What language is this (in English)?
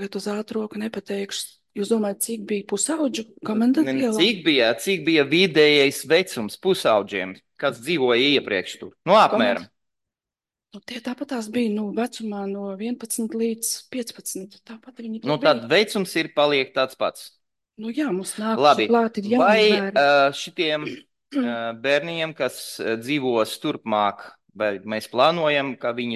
Latvian